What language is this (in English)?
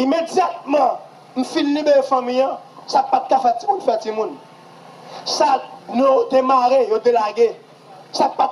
Haitian Creole